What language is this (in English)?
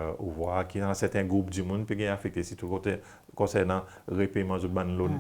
Seselwa Creole French